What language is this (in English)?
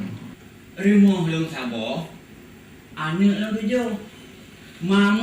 Achinese